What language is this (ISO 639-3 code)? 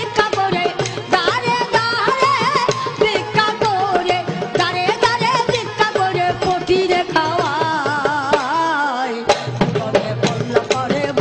ben